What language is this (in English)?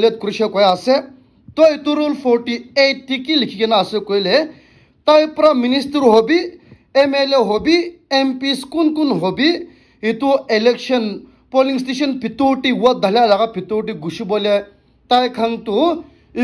Naga Pidgin